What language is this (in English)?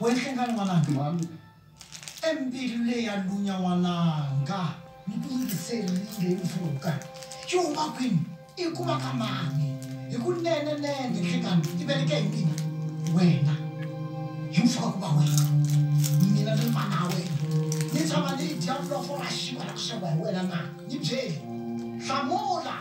Tsonga